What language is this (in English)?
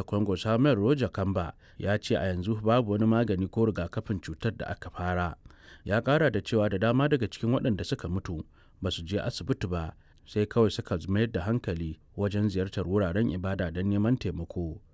Hausa